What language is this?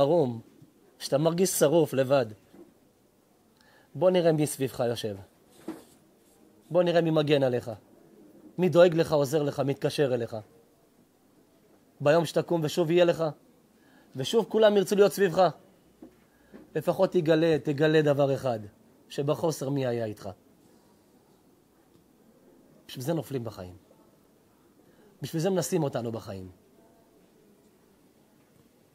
Hebrew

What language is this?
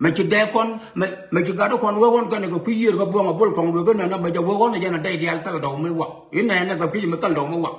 Nuer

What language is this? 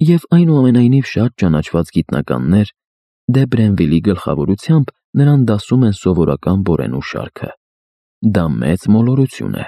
Armenian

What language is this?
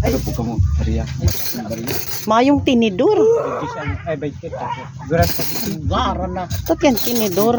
Bikol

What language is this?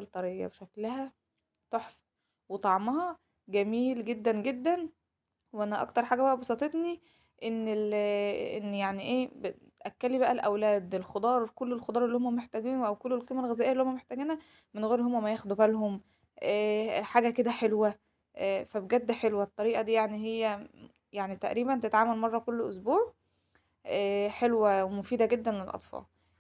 Egyptian Arabic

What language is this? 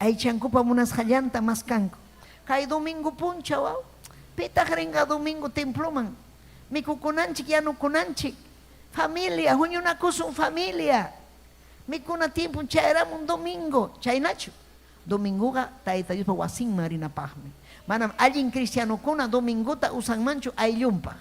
Ayacucho Quechua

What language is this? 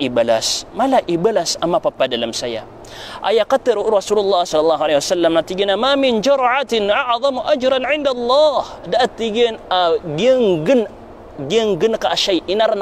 Maranao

